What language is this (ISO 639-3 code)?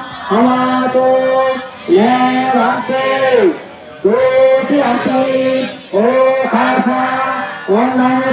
pli